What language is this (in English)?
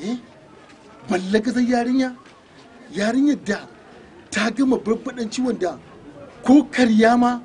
Hausa